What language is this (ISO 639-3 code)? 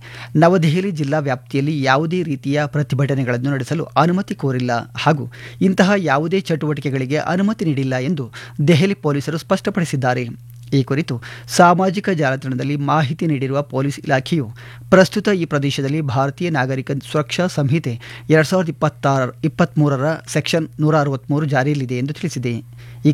kan